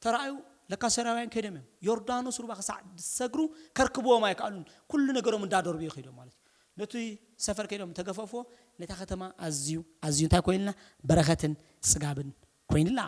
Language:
Tigrinya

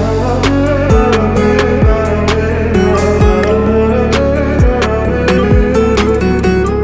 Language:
Kazakh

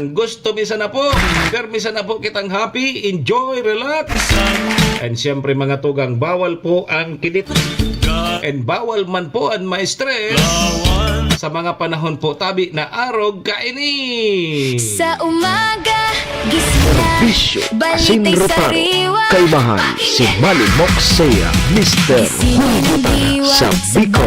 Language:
Bikol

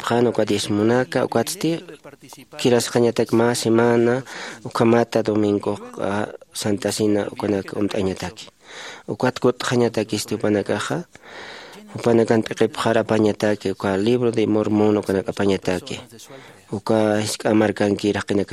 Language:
Aymara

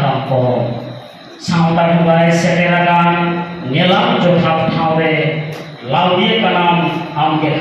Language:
Santali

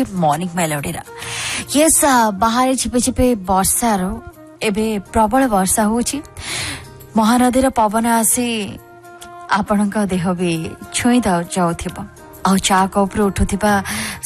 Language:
Odia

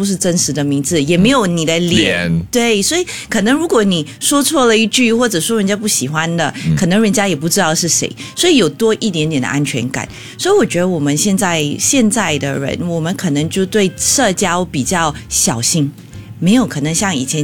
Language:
Chinese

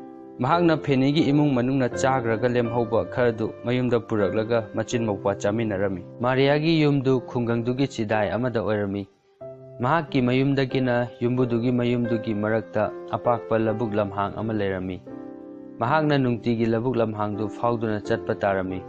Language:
Manipuri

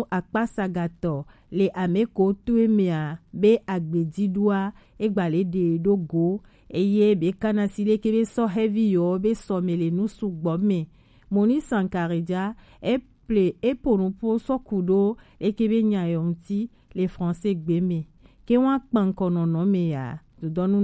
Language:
Gen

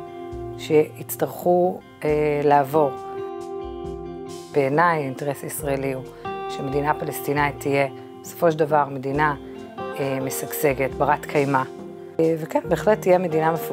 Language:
Hebrew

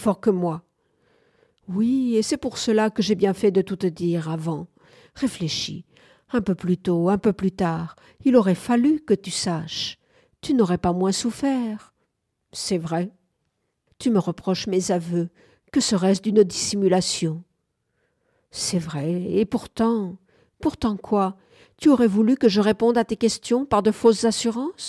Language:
French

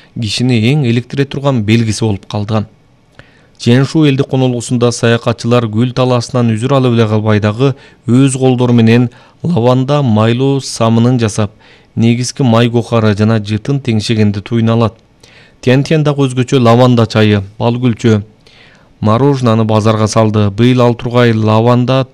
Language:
Kyrgyz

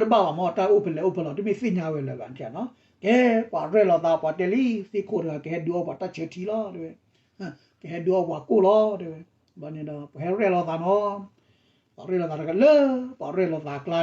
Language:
S'gaw Karen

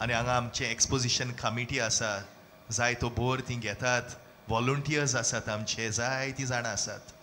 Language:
Konkani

